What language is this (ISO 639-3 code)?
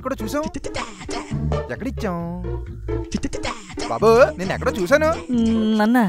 tel